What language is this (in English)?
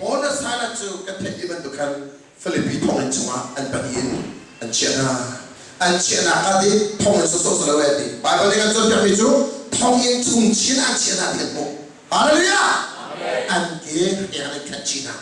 Hakha Chin